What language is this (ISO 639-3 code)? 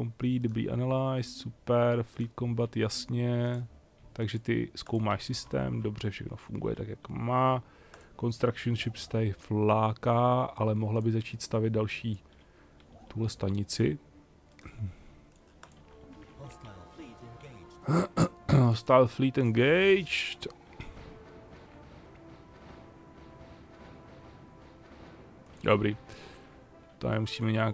ces